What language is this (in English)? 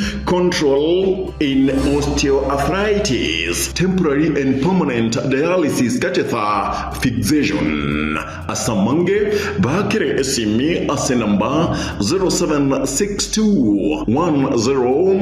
Gusii